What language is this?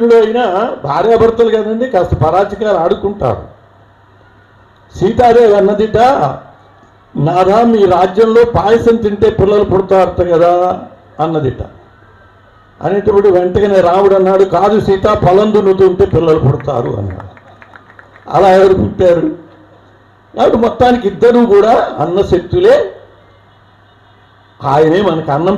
Telugu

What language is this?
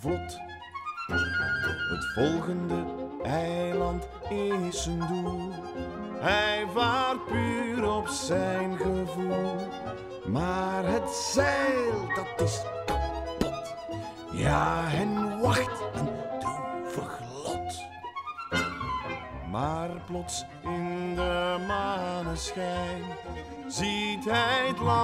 Dutch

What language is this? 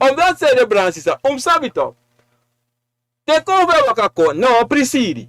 Sranan Tongo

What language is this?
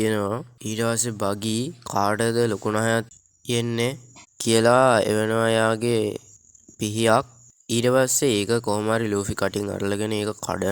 Sinhala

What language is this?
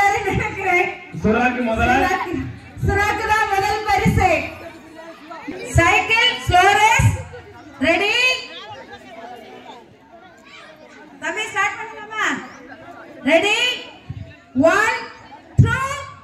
Tamil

